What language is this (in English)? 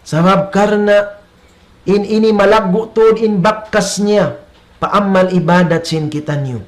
Tausug